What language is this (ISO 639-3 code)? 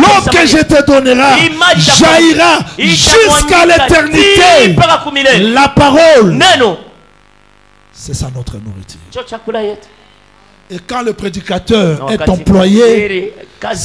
fra